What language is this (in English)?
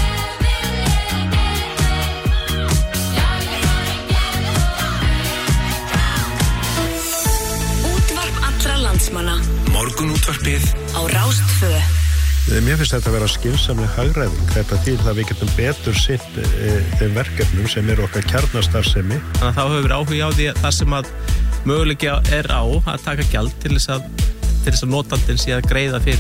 Icelandic